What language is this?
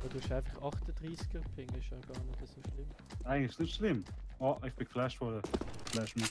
Swiss German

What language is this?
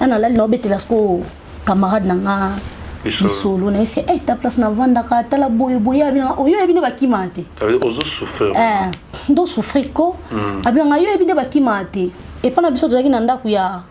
Lingala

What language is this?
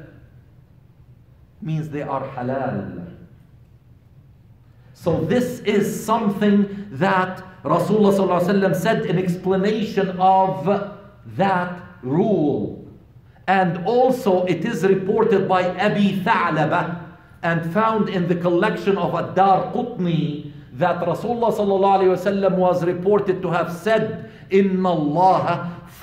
English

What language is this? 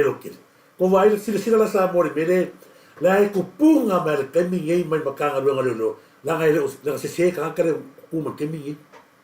Samoan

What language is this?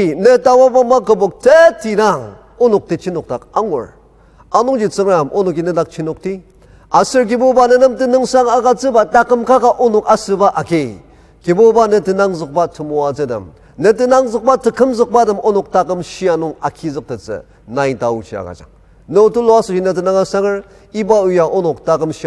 Ao Naga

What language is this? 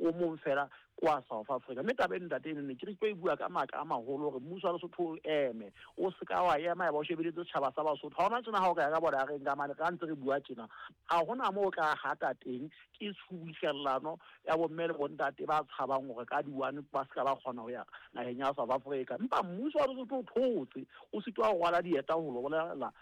Southern Sotho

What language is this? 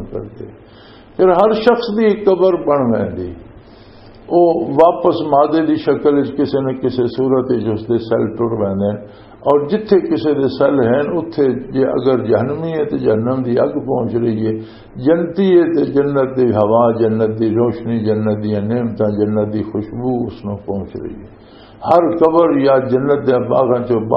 Western Panjabi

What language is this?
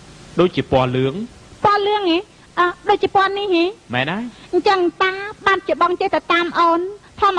Khmer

